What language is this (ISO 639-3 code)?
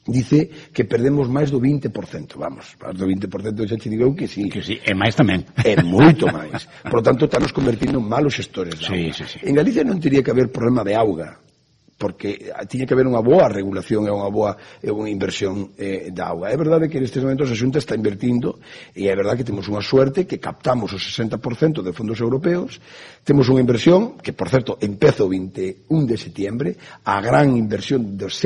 glg